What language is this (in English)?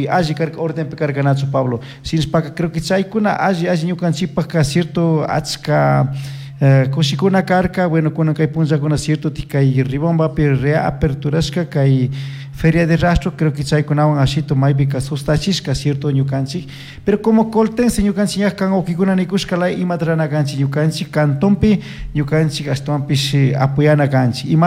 Chimborazo Highland Quichua